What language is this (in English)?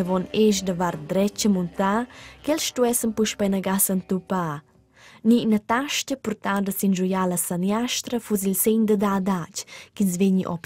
Romansh